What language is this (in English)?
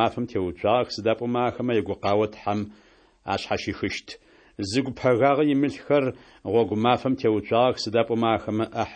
Kabardian